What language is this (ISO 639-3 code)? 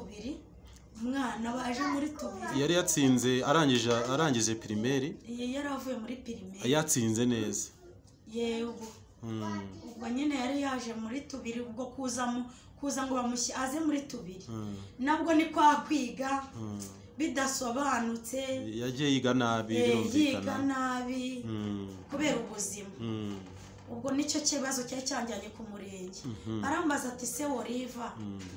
kin